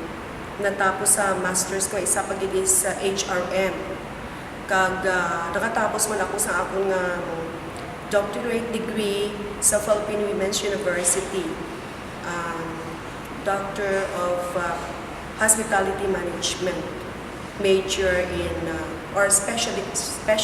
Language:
Hiligaynon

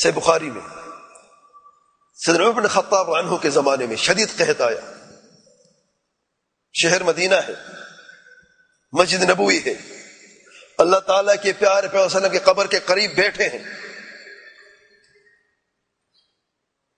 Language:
Urdu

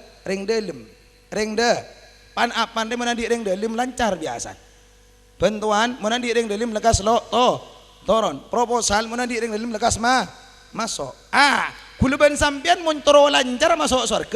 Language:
Madurese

